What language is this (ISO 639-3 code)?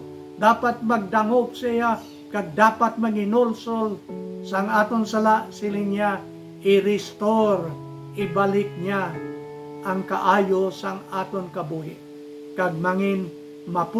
hil